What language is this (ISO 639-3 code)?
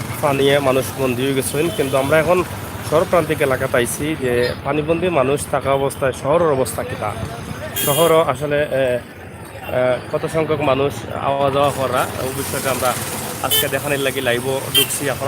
syl